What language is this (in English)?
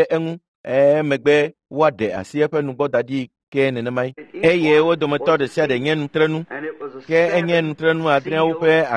Ewe